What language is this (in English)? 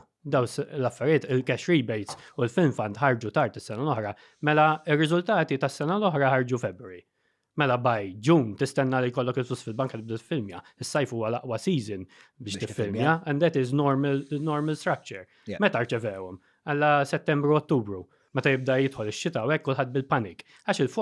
Maltese